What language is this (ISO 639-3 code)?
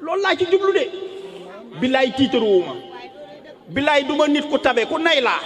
wol